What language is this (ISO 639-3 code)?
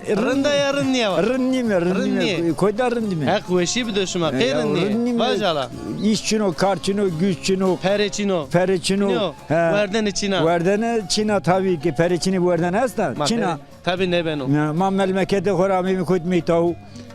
zza